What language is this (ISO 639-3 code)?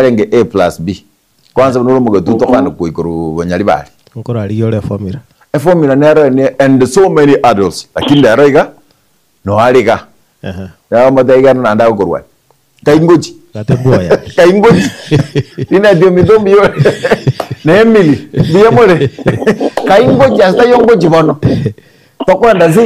guz